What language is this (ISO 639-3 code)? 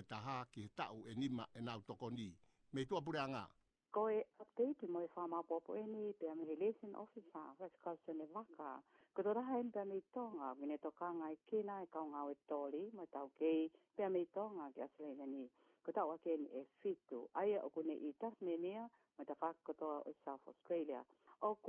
ton